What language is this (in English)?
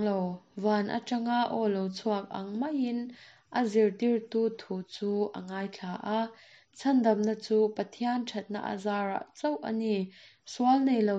Mizo